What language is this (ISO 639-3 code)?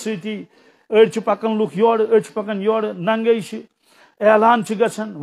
kas